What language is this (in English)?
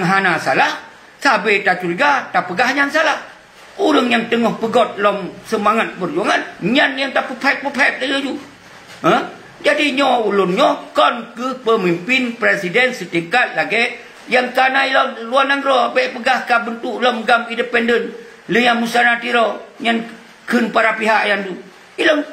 Achinese